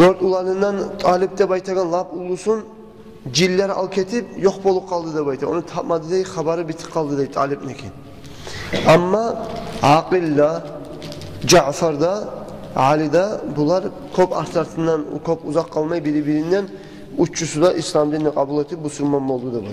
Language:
Kumyk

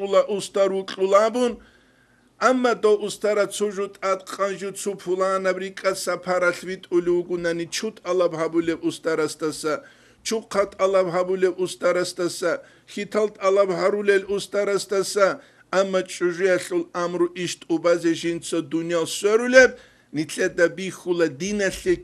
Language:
Avaric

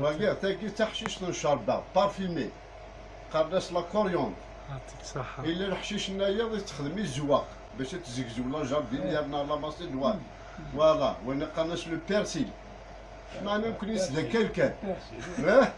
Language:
Kabyle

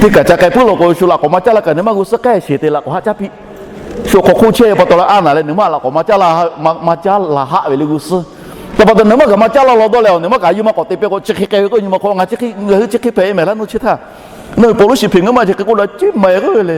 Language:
Lahu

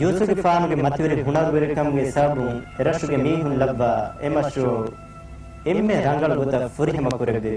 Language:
Divehi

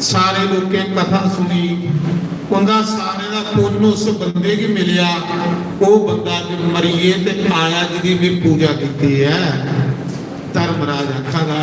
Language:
Dogri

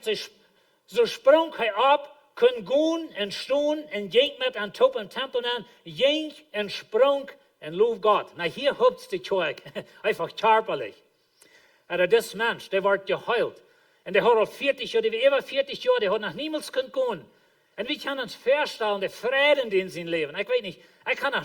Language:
Plautdietsch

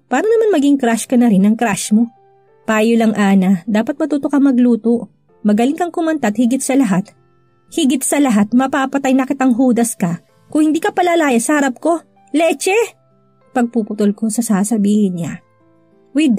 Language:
Filipino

